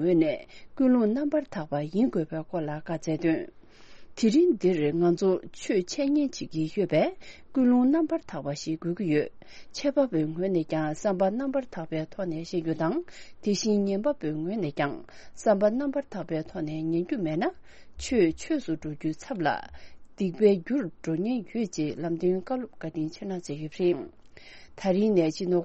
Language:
Tibetan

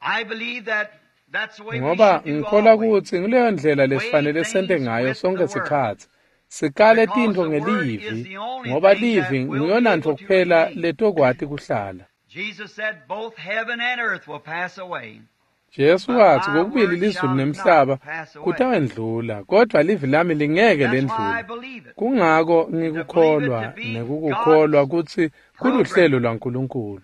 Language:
Swati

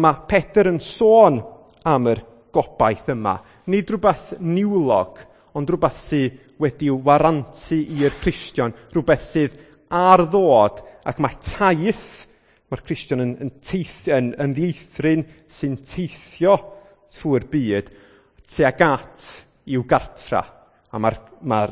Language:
Welsh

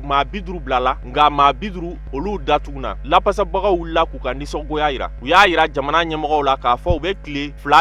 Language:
Bambara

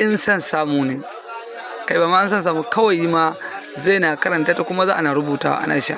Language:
Hausa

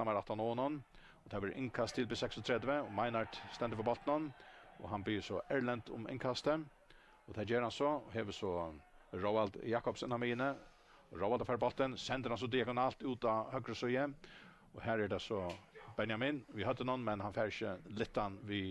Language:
Faroese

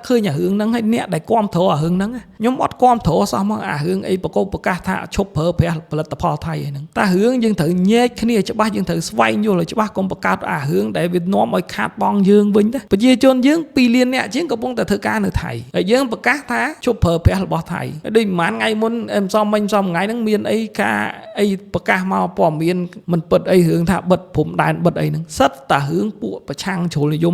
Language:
Khmer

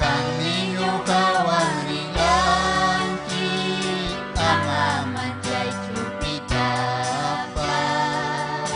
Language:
Ayacucho Quechua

